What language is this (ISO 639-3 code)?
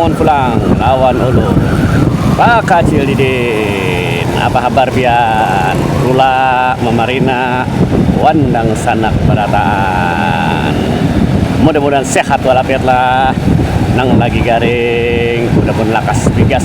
bjn